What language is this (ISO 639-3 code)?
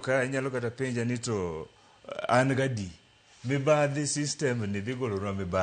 luo